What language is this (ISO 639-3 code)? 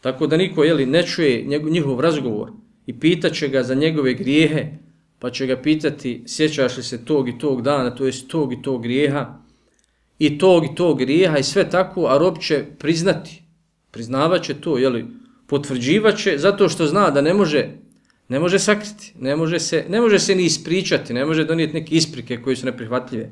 bos